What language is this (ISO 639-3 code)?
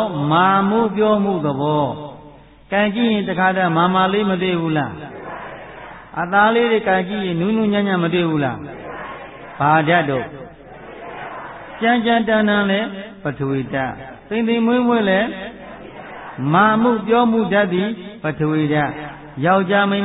mya